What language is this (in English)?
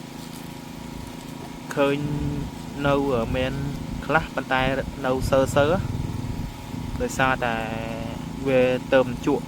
Khmer